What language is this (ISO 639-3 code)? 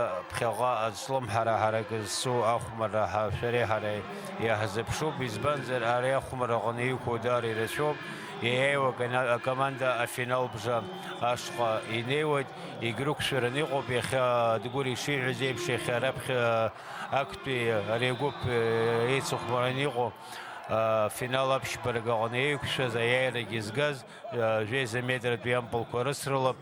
abk